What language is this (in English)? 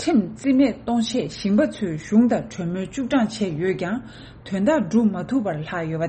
Tibetan